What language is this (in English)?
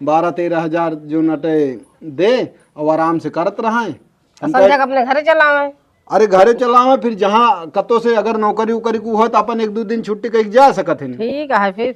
Awadhi